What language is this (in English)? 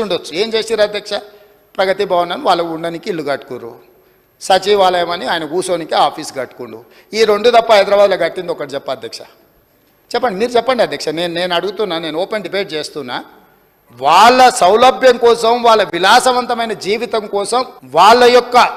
Telugu